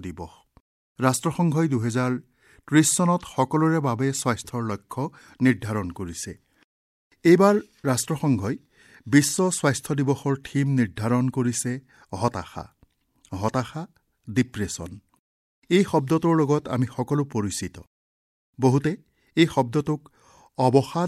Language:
Assamese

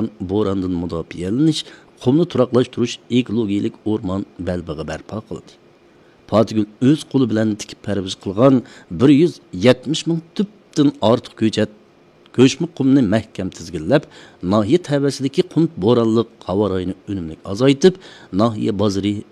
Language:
Uyghur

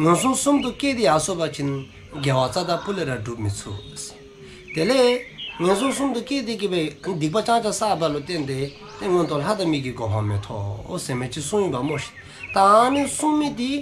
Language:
Dzongkha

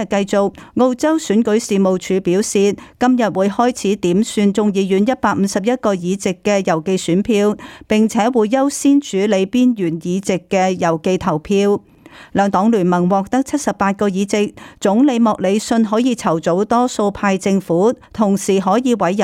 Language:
Cantonese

